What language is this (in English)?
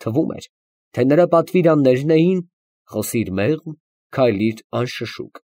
Armenian